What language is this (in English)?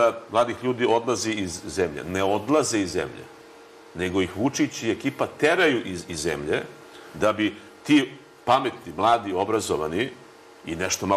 Serbian